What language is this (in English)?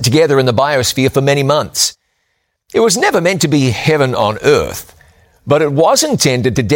English